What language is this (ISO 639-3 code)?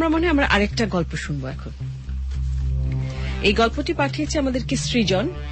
ben